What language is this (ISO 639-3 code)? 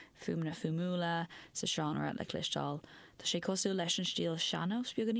gle